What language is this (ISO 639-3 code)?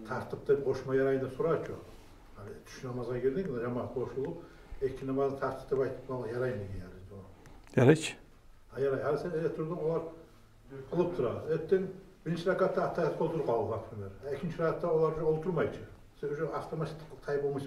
kum